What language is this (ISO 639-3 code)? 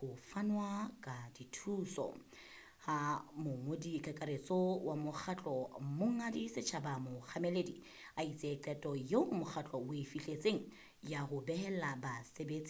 sot